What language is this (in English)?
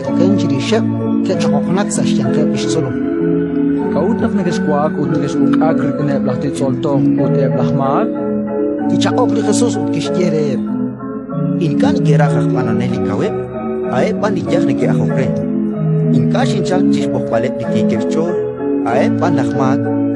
Kekchí